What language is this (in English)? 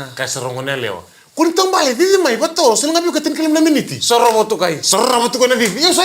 Fijian